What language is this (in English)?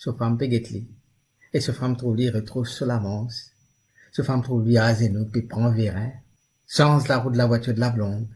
Morisyen